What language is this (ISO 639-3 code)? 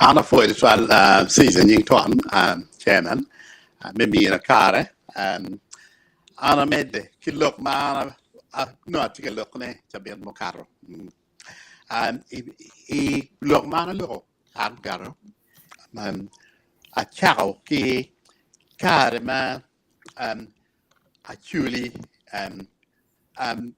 ach